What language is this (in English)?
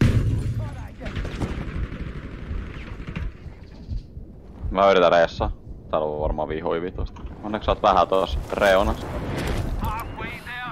Finnish